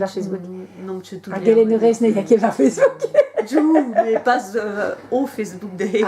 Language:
Breton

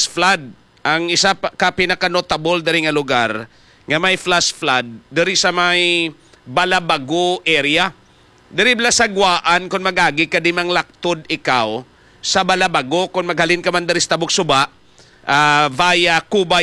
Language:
Hiligaynon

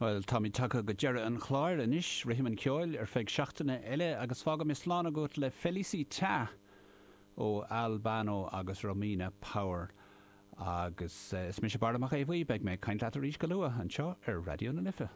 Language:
Irish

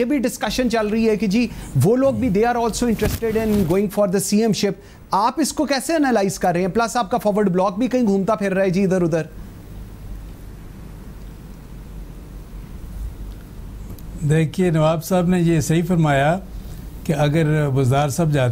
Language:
Urdu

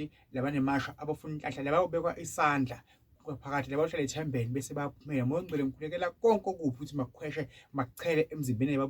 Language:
Zulu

